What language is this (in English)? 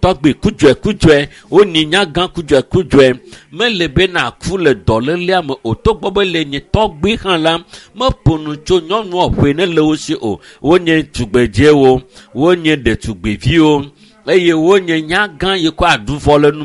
Ewe